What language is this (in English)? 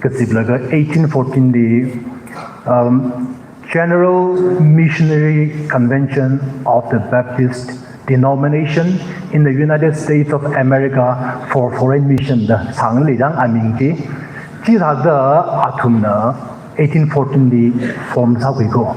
Tangkhul Naga (India)